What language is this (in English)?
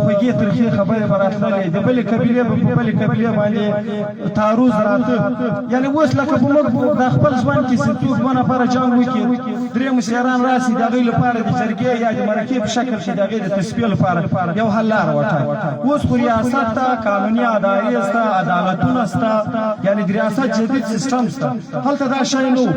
Pashto